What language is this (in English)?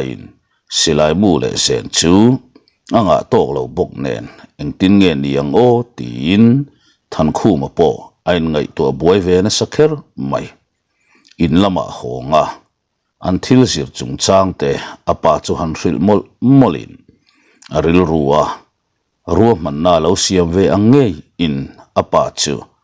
Mizo